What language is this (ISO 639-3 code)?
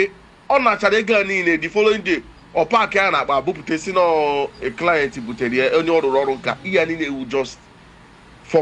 ibo